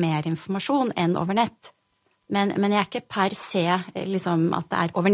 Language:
Norwegian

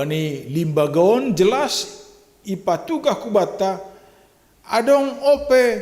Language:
Batak Simalungun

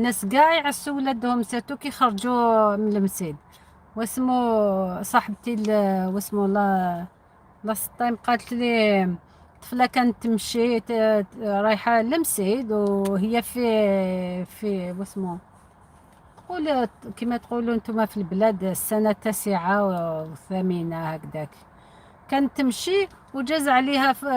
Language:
Algerian Arabic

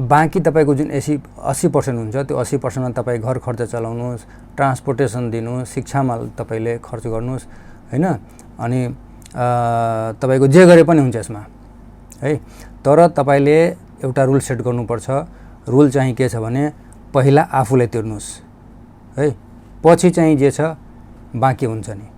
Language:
Nepali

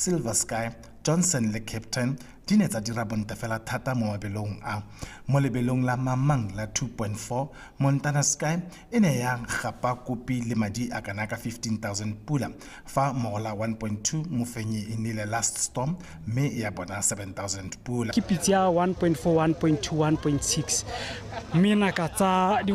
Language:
Tswana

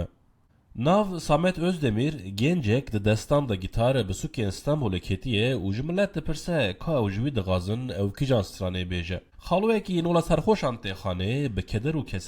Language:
Kurdish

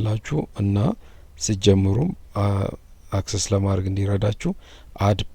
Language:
Amharic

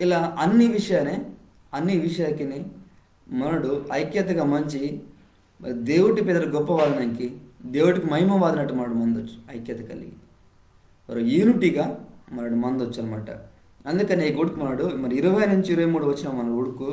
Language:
Koya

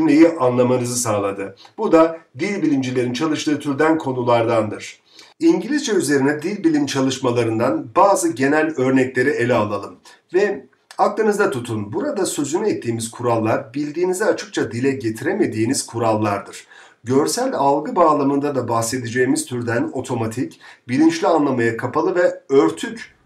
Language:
Turkish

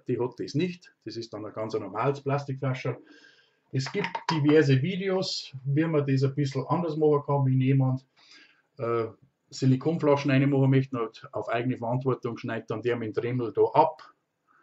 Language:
Bavarian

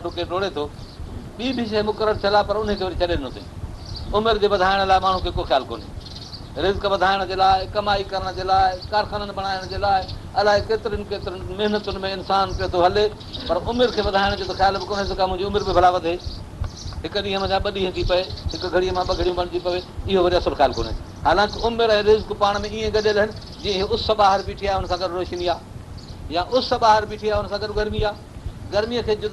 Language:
Sindhi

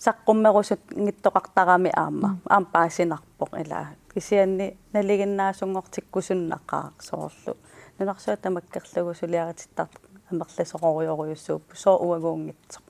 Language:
Kalaallisut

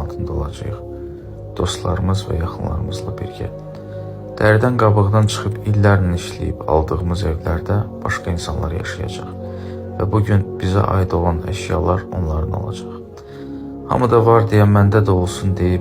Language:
Azerbaijani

